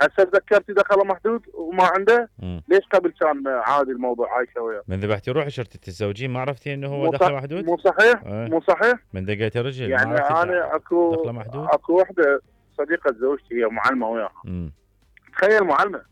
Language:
Mesopotamian Arabic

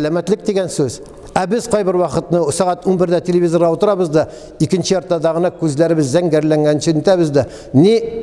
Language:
Tatar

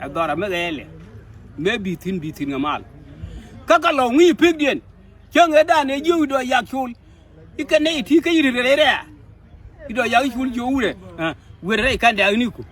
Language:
Nuer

